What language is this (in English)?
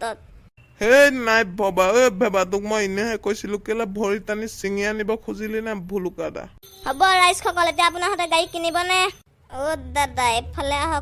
Assamese